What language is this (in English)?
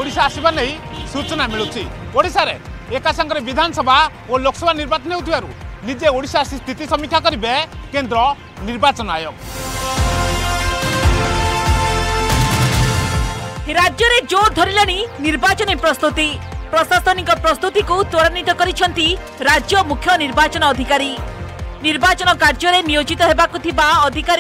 Odia